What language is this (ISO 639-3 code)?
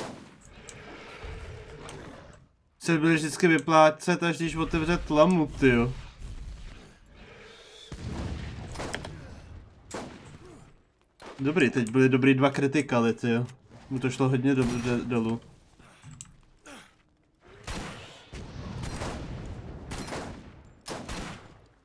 ces